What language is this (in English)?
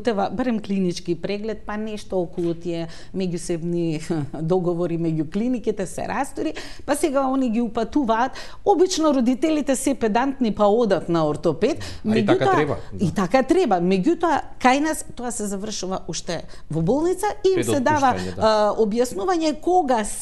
Macedonian